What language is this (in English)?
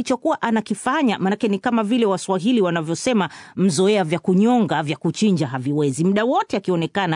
Swahili